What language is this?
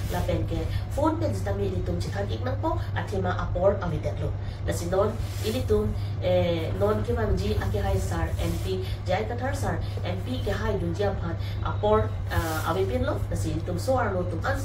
Karbi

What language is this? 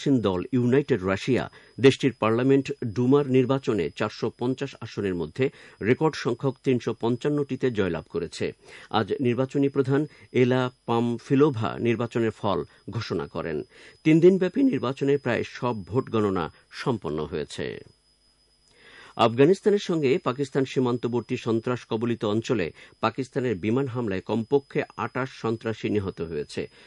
Bangla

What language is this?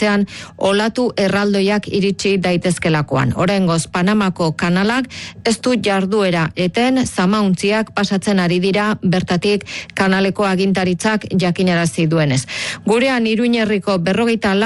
Basque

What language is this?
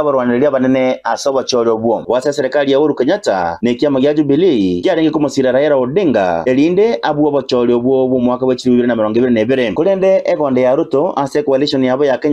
Gusii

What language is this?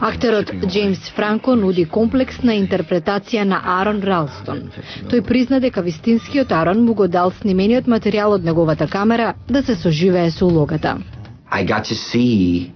Macedonian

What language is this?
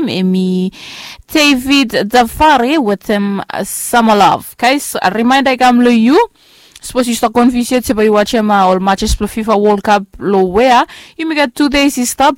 Bislama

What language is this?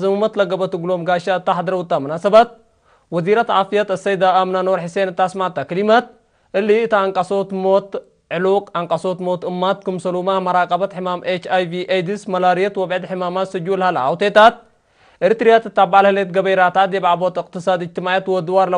Tigre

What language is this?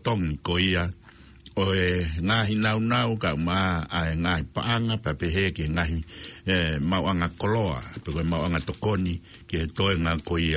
Tongan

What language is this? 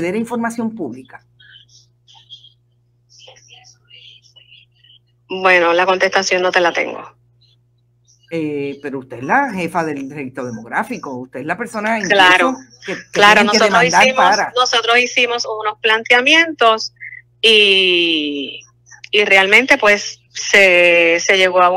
Spanish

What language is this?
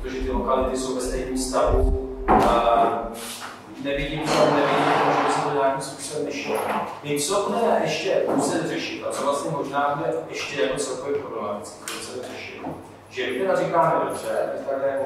Czech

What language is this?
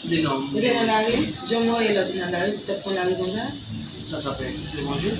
Haitian Creole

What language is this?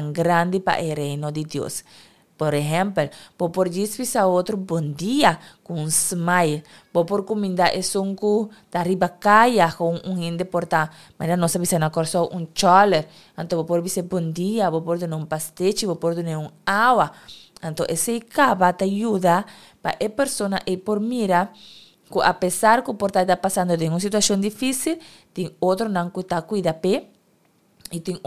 Papiamento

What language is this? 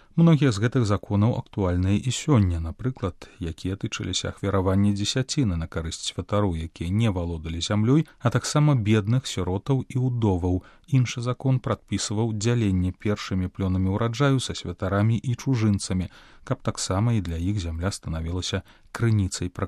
Belarusian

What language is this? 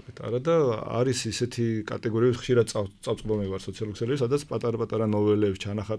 Georgian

